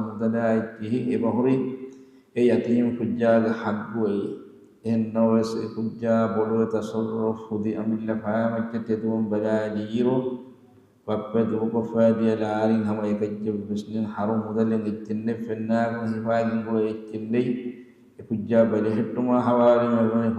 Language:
Divehi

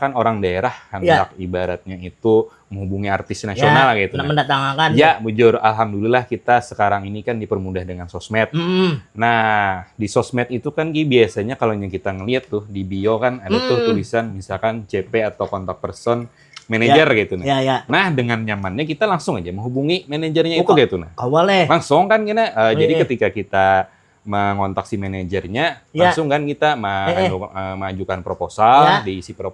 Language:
Banjar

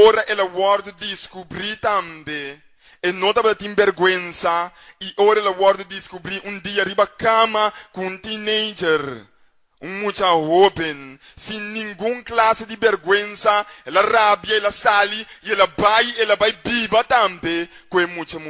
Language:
Papiamento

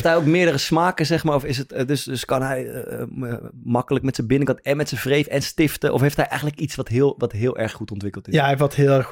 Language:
Dutch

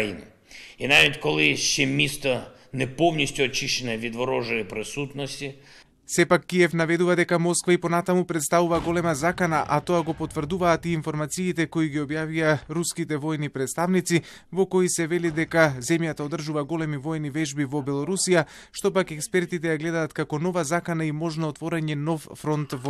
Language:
Macedonian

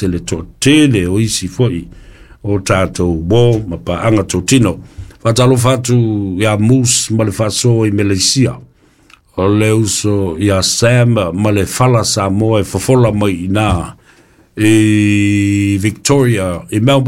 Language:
Samoan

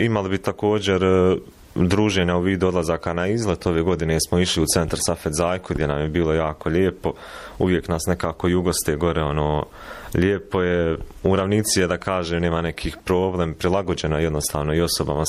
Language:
Bosnian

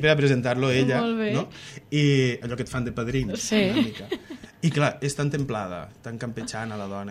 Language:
Catalan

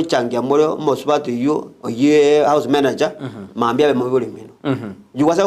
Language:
Gusii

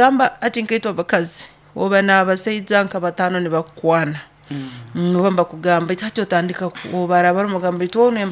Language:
Nyoro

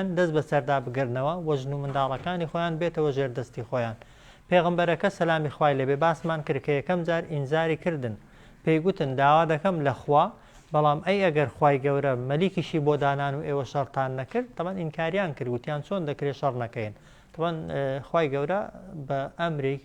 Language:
Central Kurdish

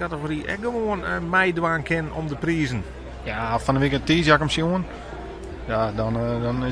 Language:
Western Frisian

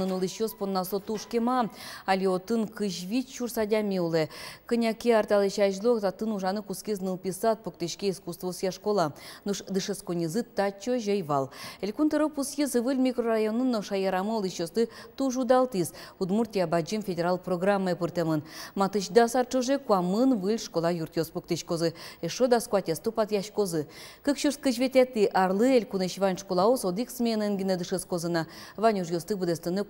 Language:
Udmurt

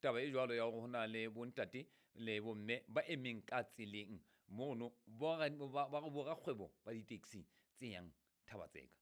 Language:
Southern Sotho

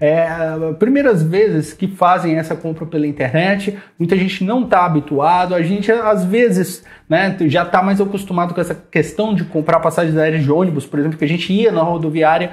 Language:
Portuguese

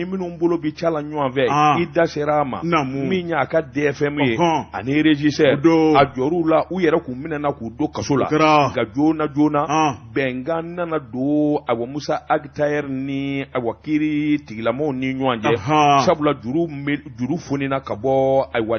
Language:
Bambara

